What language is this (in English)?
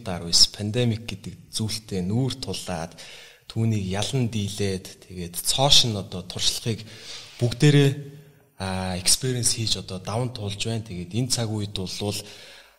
Mongolian